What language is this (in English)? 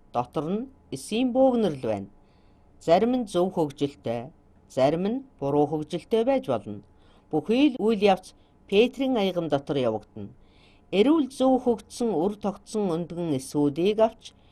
Mongolian